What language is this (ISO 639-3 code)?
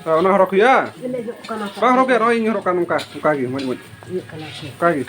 sat